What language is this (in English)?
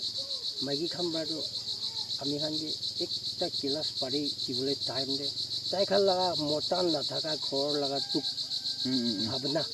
Naga Pidgin